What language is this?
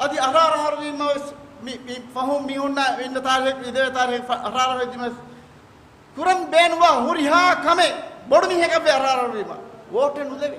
Divehi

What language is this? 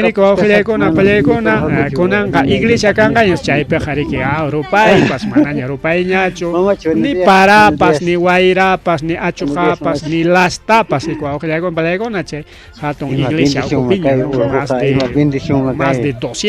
Ayacucho Quechua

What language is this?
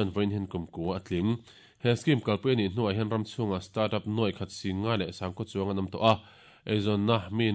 Mizo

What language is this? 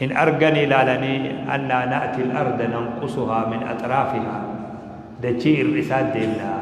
Oromo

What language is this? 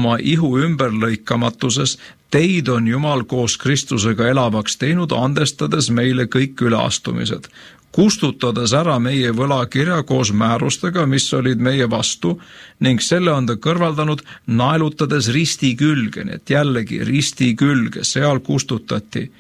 Estonian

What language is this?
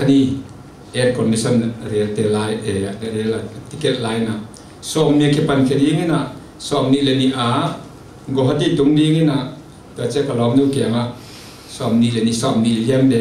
Tedim Chin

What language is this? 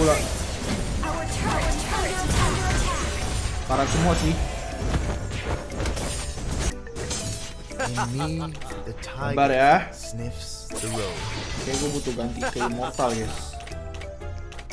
Indonesian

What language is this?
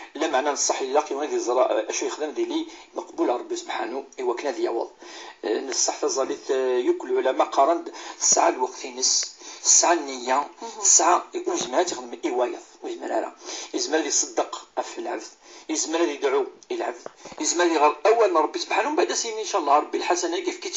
Kabyle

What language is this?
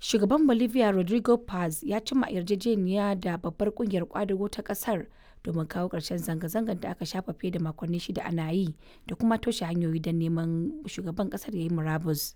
Hausa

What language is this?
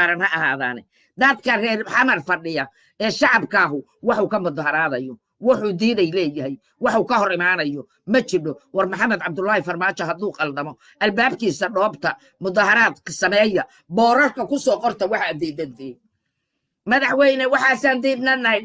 Somali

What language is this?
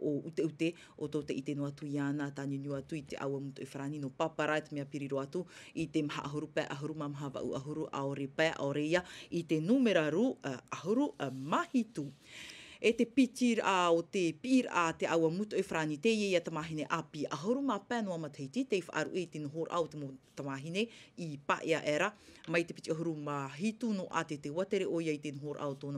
Tahitian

